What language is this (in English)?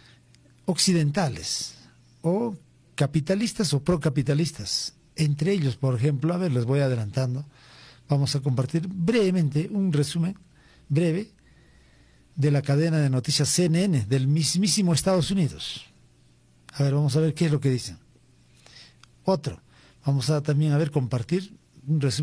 Spanish